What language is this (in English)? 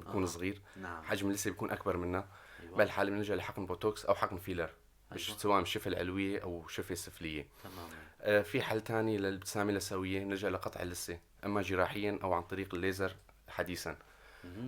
North Levantine Arabic